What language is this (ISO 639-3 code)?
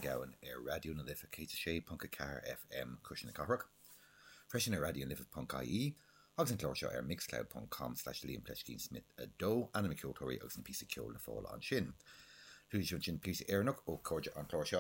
gle